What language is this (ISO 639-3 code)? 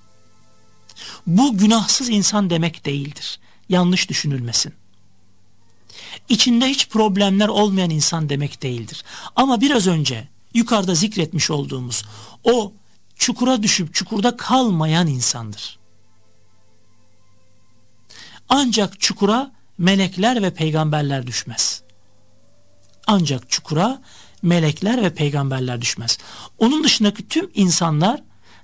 tur